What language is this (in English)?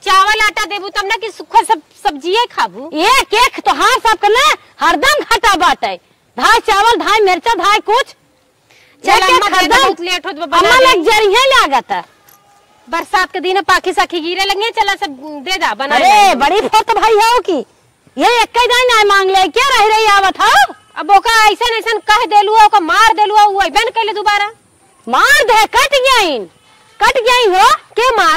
Awadhi